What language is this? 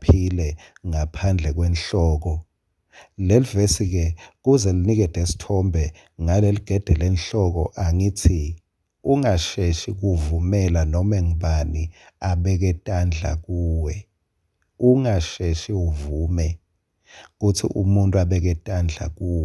Swati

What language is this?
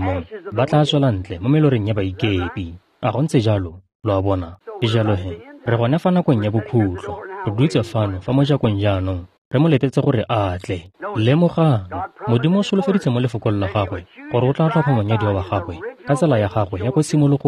Tswana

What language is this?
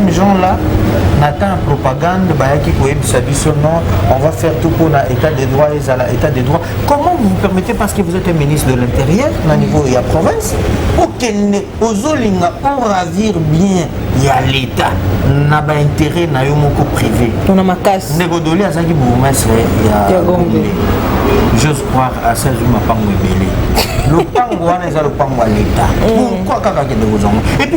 Lingala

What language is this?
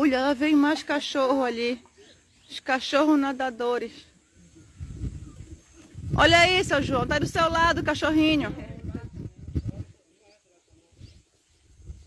Portuguese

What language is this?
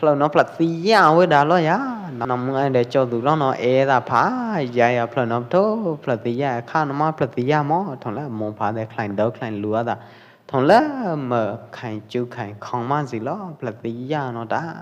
Pwo Eastern Karen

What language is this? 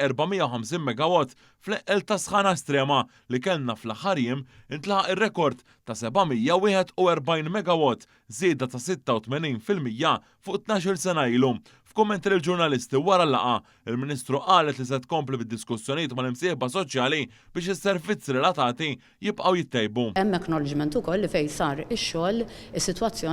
Maltese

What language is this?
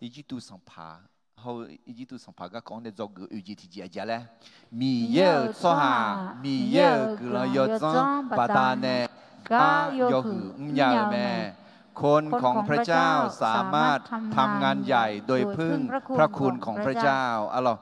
Akha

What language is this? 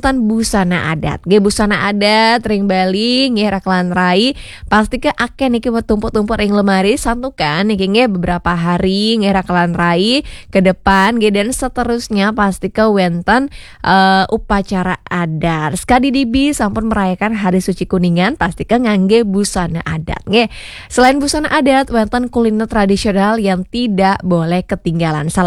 Balinese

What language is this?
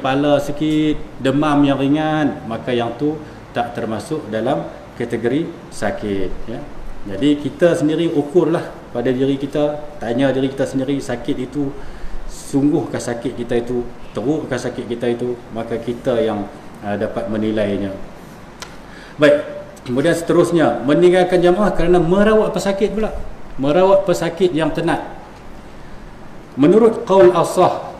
Malay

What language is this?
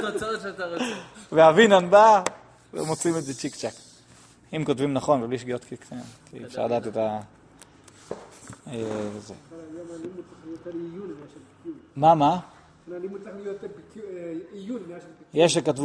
Hebrew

